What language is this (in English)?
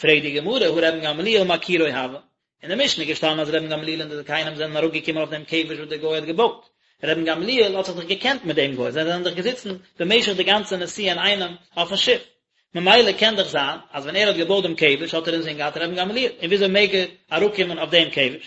Yiddish